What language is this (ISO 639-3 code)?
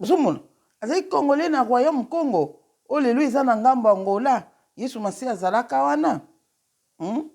lin